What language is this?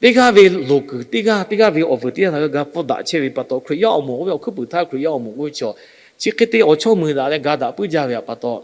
Lahu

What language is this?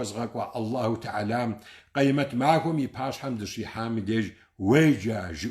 Kabardian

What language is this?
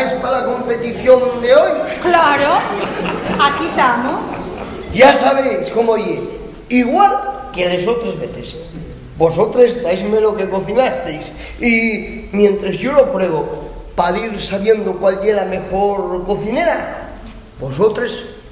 Asturian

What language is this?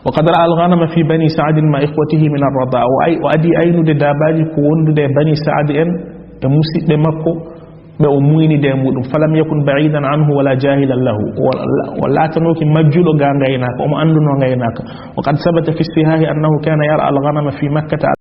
Fula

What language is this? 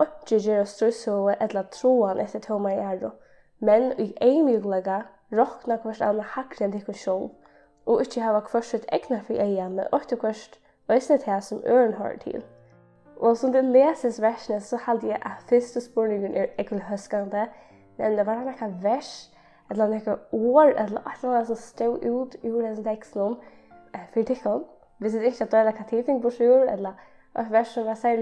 Faroese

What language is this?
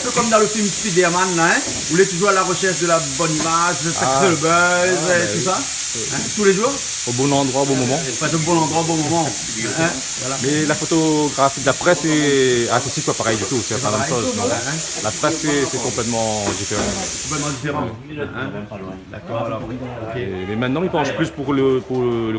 Réunion Creole French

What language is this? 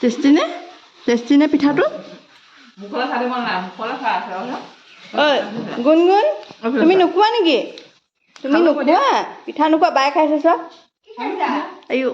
Assamese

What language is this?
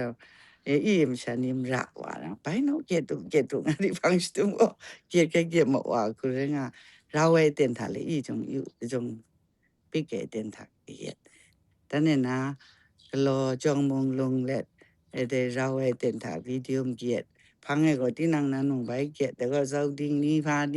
Kachin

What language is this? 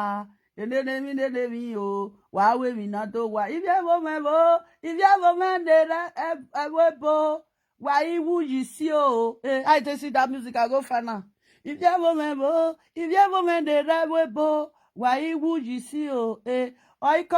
Nigerian Pidgin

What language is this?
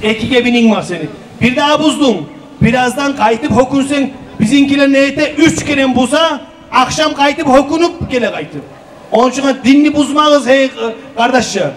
Kumyk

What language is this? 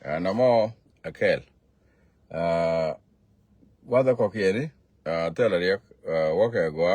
Nuer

